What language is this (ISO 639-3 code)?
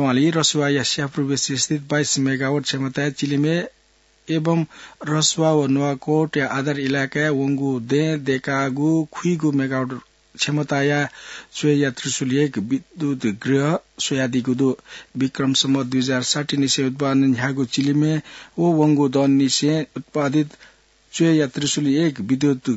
new